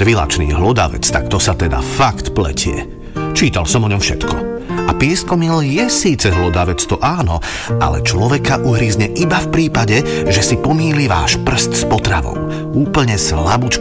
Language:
Slovak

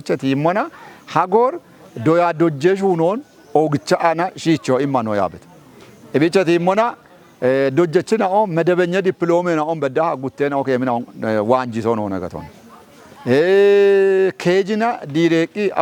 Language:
Kafa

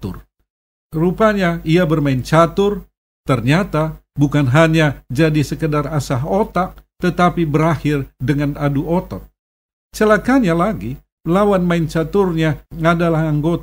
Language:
Indonesian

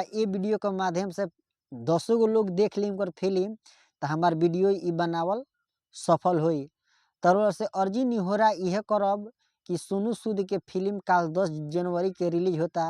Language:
Bhojpuri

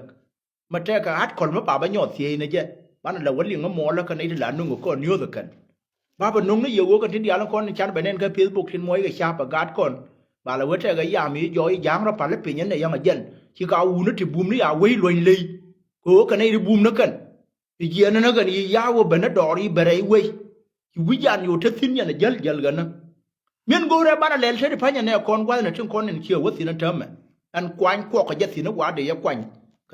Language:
Nuer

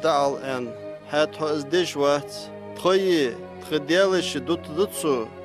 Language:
Ingush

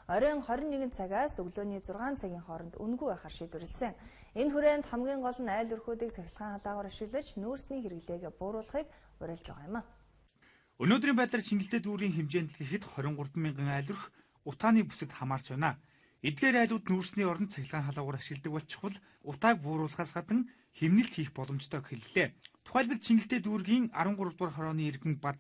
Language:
Mongolian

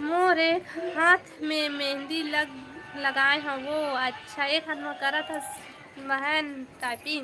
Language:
Chhattisgarhi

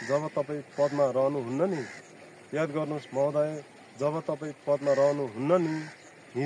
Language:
Nepali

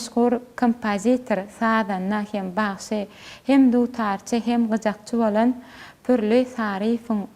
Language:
Turkmen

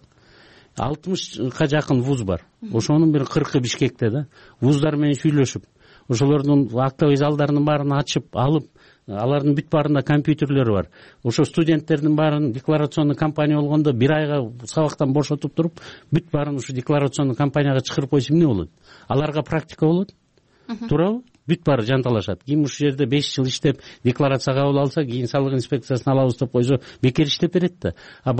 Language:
Kyrgyz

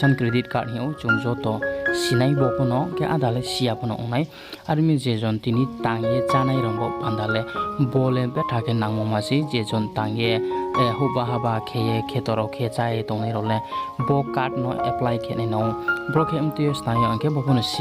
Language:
Riang (India)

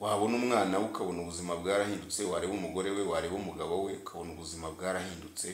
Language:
Kinyarwanda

